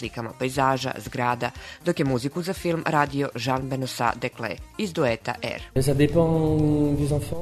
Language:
Serbian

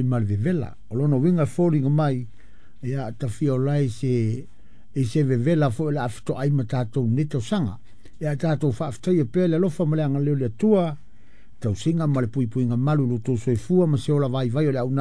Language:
Samoan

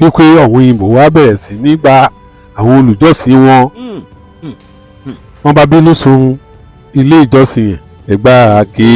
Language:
Yoruba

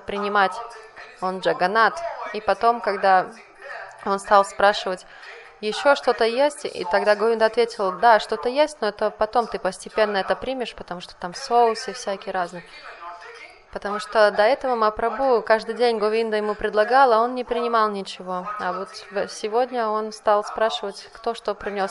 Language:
Russian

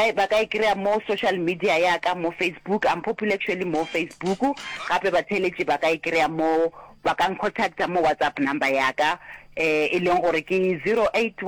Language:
Northern Sotho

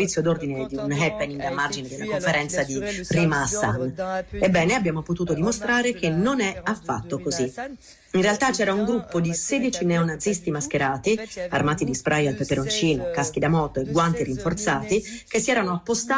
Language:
Italian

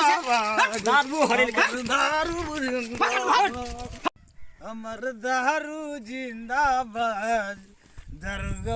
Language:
Maithili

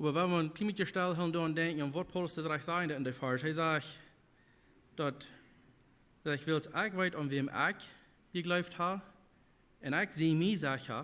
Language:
Plautdietsch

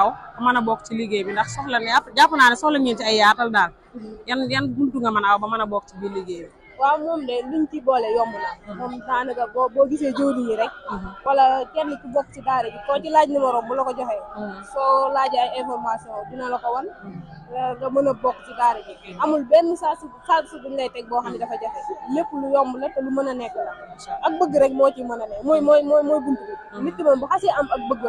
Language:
Wolof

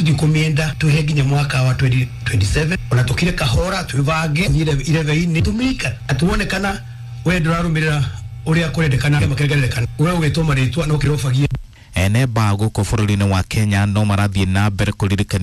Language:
Kikuyu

